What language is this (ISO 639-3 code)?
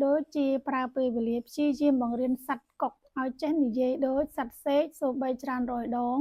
khm